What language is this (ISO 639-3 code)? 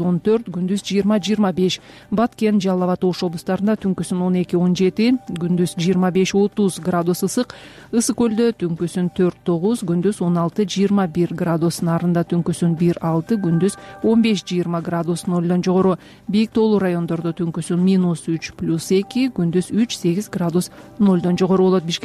kir